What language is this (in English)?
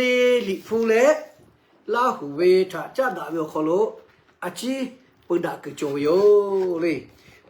Lahu